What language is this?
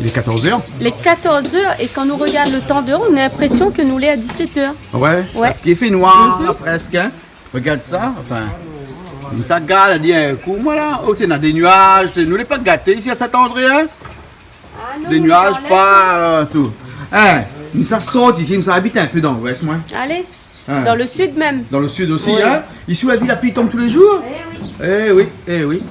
Réunion Creole French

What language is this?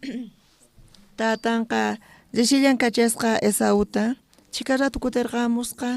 South Bolivian Quechua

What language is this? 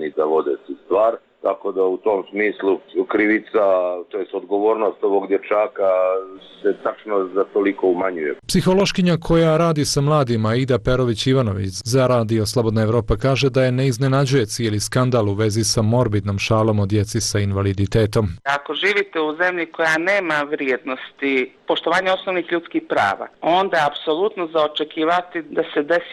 Serbian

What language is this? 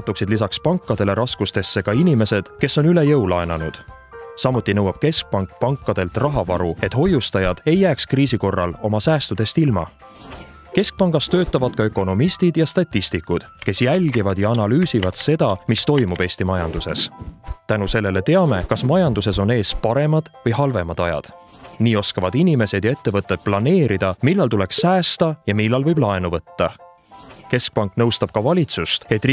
Estonian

